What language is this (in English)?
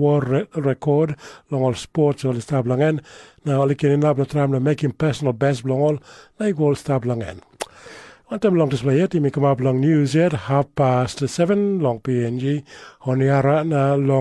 Tok Pisin